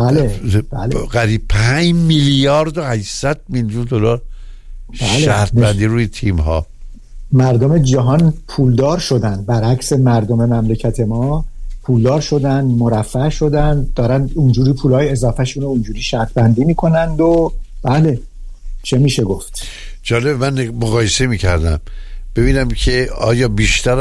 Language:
Persian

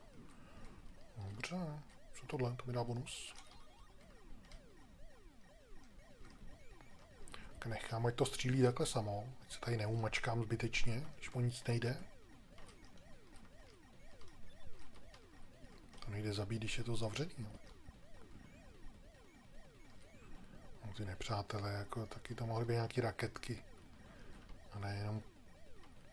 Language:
Czech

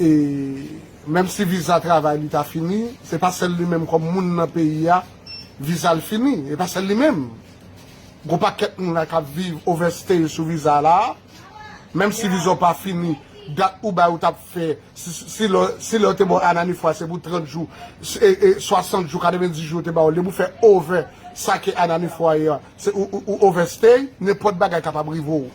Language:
Haitian Creole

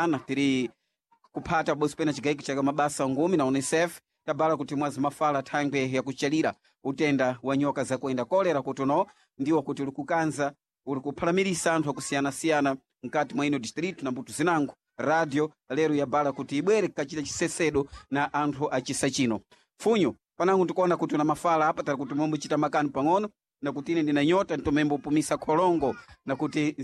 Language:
Sena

